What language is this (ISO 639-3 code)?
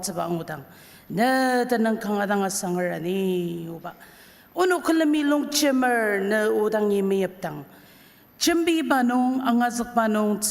njo